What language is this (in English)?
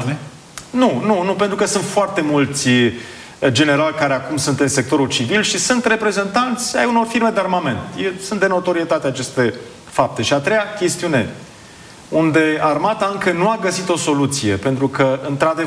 Romanian